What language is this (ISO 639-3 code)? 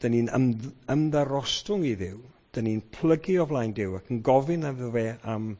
cym